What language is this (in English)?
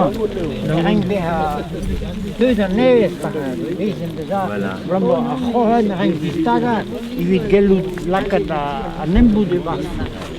Breton